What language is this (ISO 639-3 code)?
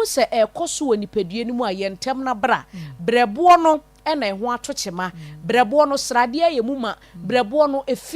aka